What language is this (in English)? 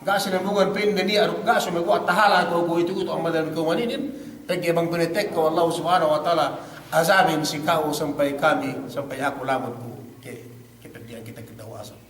Yakan